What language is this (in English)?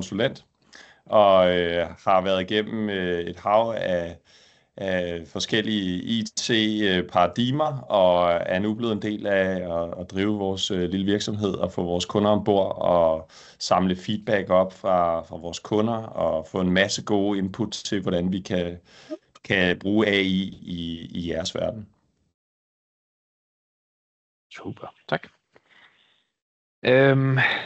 Danish